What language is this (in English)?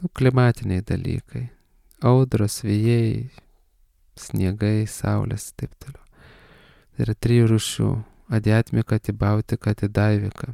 Lithuanian